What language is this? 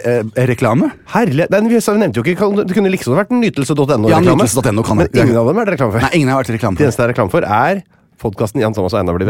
Norwegian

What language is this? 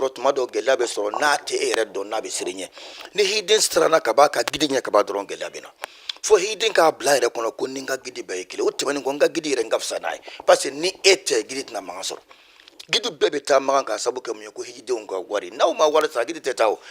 Bambara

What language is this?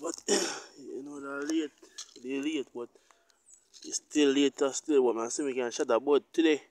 Jamaican Creole English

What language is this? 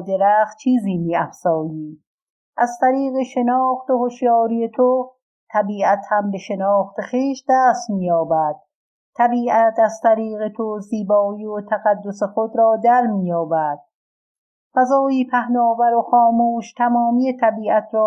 Persian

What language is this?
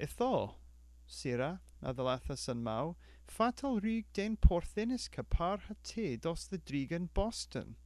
Cornish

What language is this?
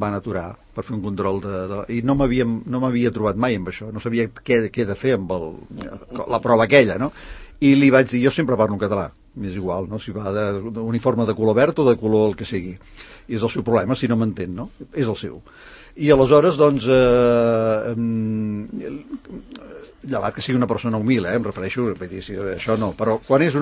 Catalan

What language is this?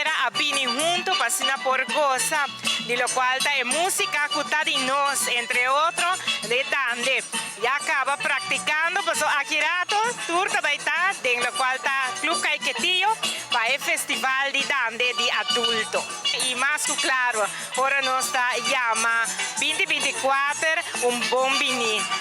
Papiamento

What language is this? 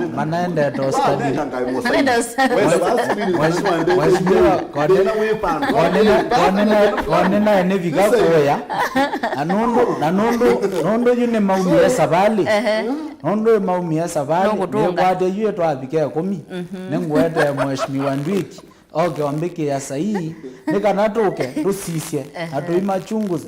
Kamba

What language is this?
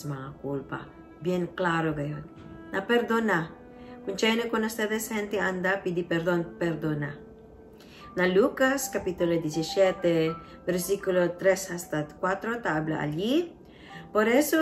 Chavacano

